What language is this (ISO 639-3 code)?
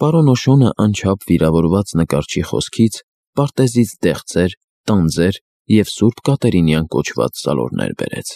hye